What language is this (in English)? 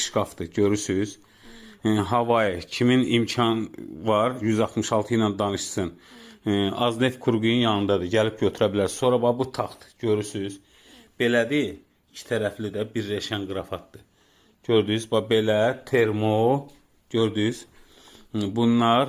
Azerbaijani